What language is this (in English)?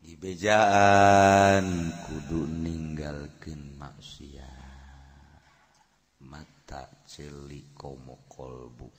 Sundanese